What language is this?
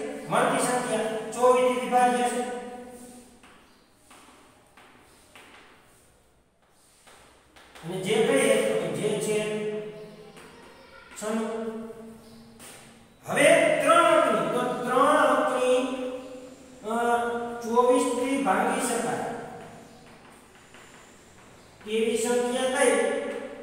Gujarati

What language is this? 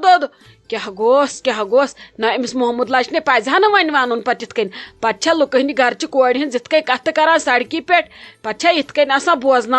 Kashmiri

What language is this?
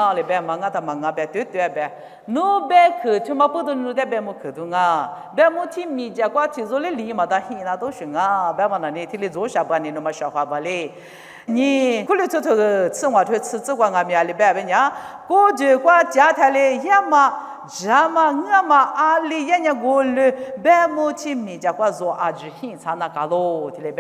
Lisu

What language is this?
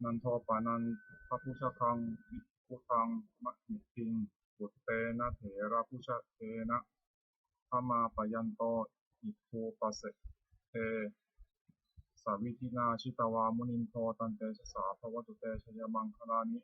Pali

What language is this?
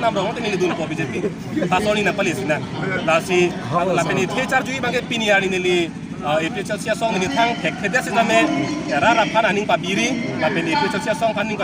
Karbi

